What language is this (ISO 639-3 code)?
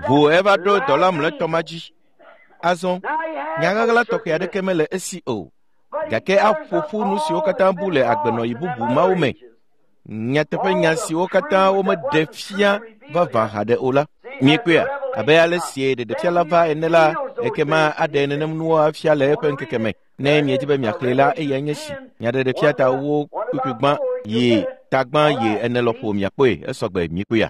ewe